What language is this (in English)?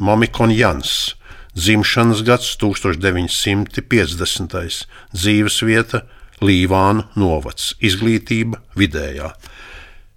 Latvian